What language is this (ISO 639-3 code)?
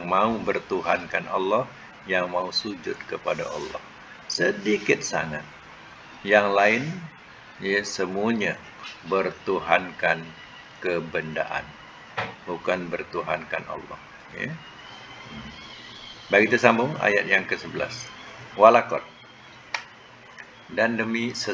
msa